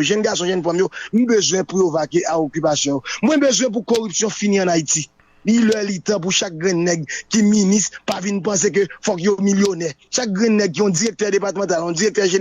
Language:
Haitian Creole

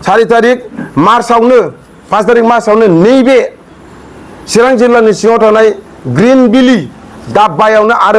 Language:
Bodo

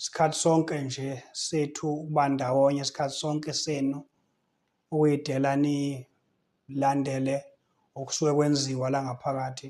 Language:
Zulu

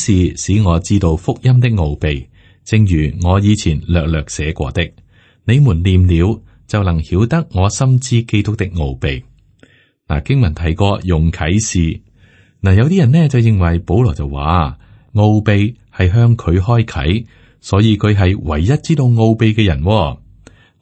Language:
Cantonese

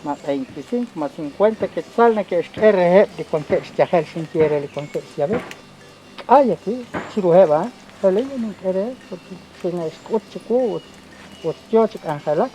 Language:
Kekchí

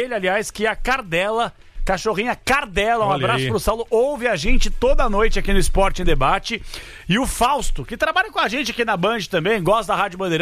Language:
Portuguese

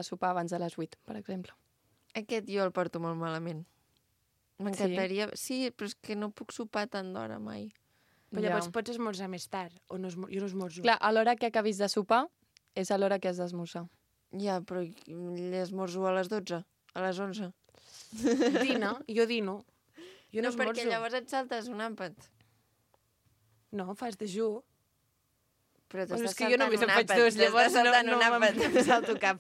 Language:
Catalan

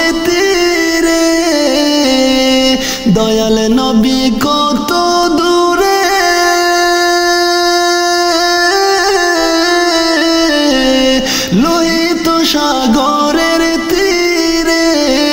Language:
Bangla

